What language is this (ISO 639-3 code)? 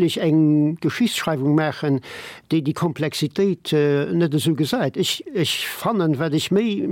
ltz